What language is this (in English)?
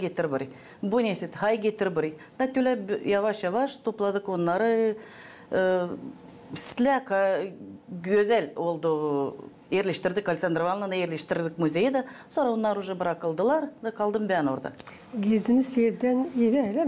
Gagauz